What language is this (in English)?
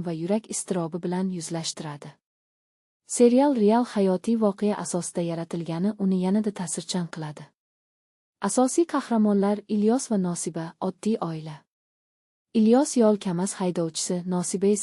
Uzbek